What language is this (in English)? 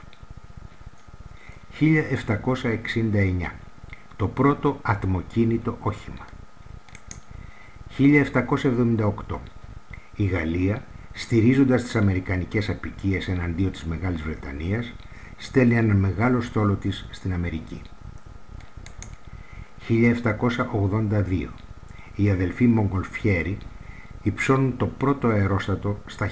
Greek